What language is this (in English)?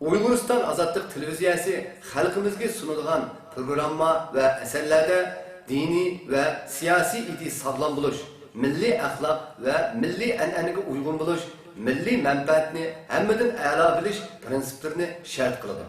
Uyghur